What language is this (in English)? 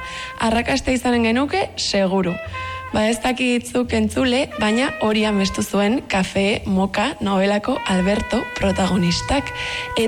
Basque